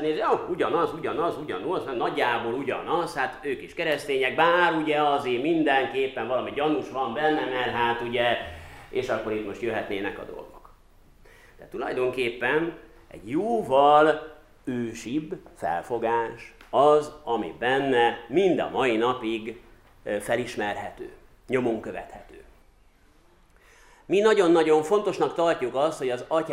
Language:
Hungarian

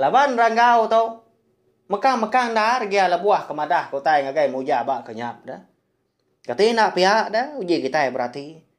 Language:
Iban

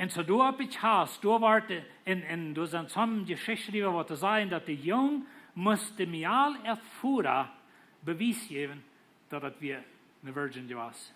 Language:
Plautdietsch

